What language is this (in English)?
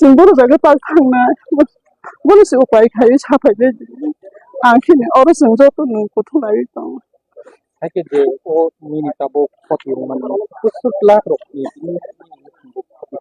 Kok Borok